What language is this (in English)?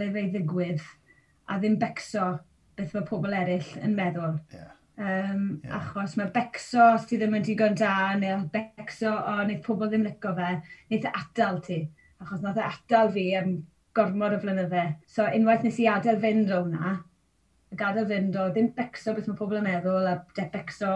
Welsh